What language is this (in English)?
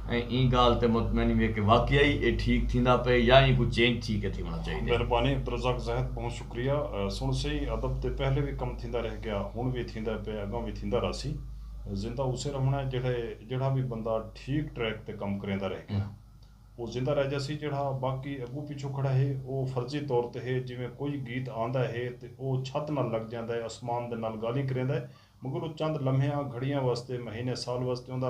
Saraiki